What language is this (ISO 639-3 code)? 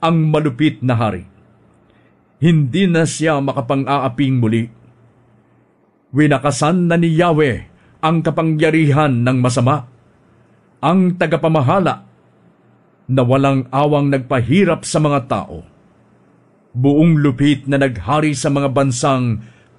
fil